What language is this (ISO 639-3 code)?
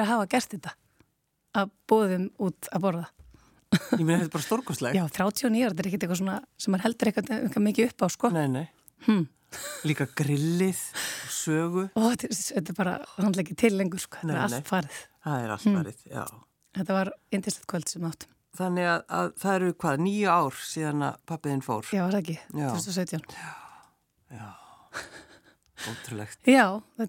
isl